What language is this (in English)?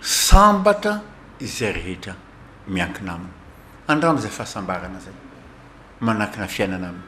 Malagasy